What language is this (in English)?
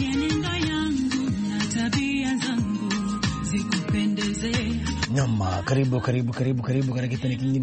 Swahili